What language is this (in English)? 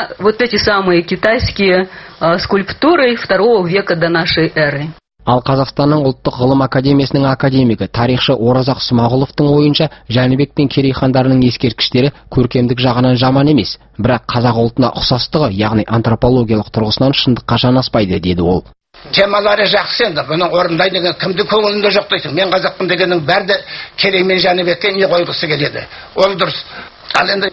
Kazakh